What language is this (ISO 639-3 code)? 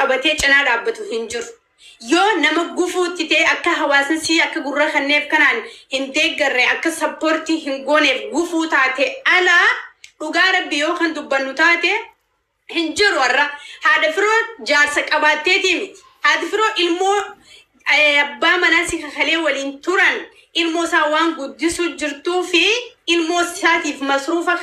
orm